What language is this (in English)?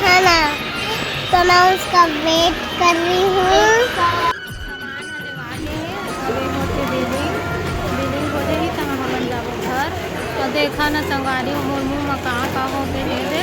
Chhattisgarhi